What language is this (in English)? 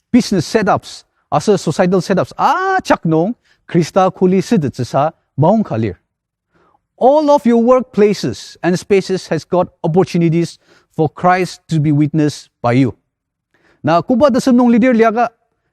Ao Naga